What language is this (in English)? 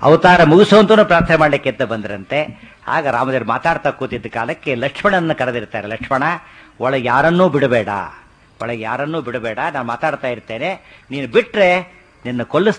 Kannada